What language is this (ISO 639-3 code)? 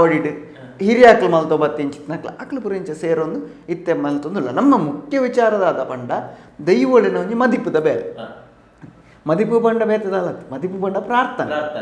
tcy